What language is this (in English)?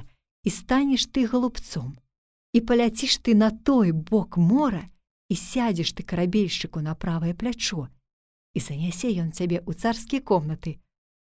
Belarusian